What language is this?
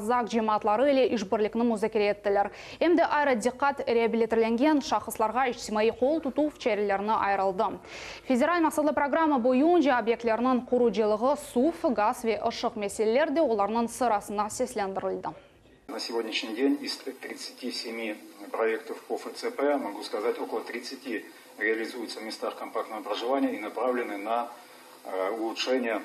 Crimean Tatar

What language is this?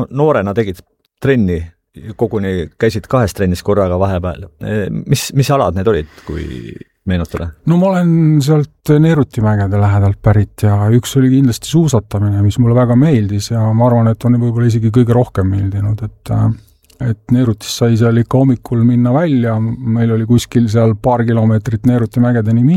Estonian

